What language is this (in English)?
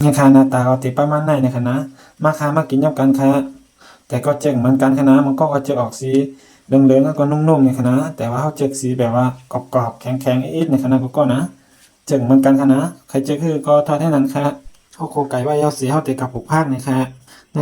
Shan